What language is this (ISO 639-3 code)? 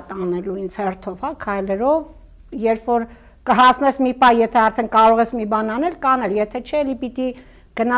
hye